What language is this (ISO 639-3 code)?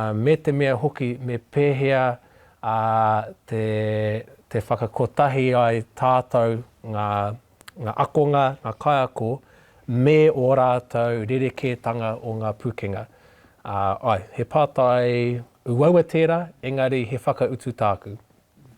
mri